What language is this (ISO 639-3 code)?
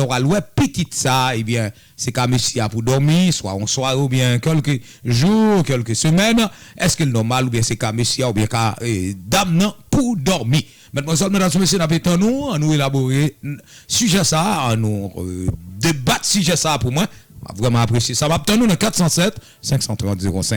hat